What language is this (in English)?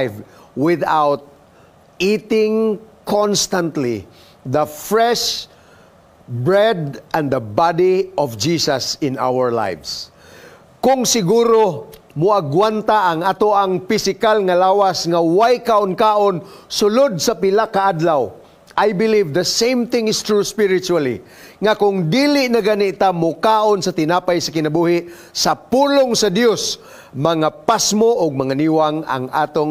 Cebuano